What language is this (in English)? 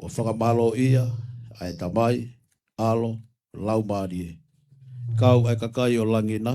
Tongan